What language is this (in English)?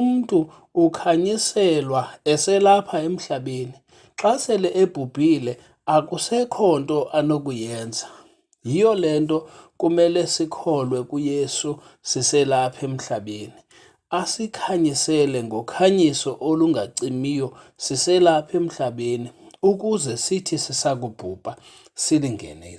Xhosa